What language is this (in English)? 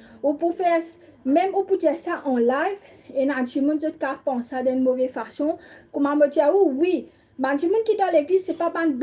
Morisyen